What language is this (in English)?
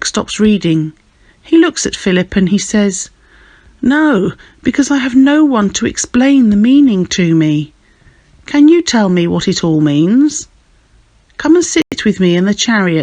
English